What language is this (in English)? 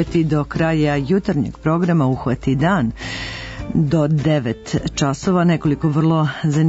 Serbian